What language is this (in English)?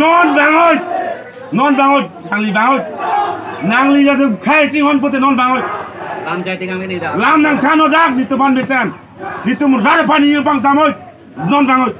Karbi